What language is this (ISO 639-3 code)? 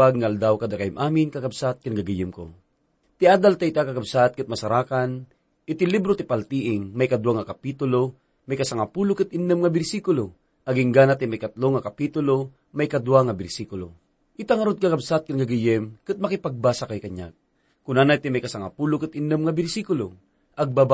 ilo